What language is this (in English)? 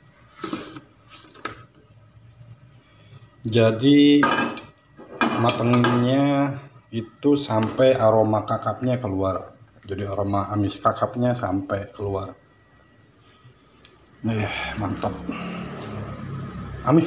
Indonesian